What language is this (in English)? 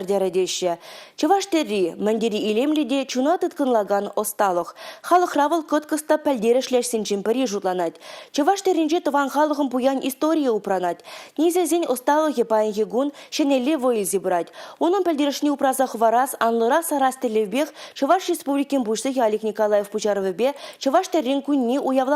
Chuvash